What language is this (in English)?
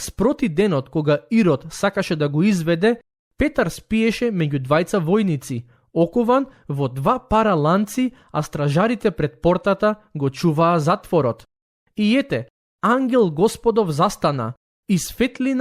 Macedonian